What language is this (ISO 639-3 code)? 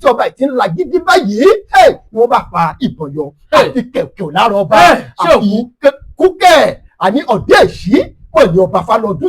yor